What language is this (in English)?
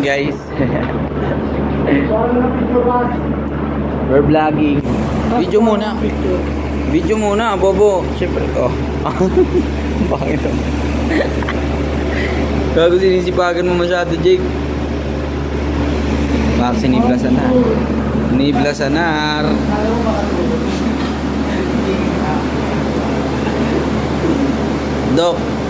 Filipino